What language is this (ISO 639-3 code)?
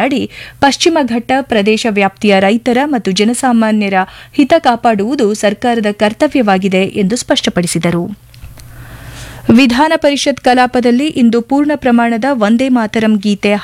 kan